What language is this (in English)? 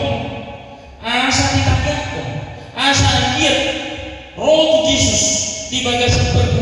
Batak Toba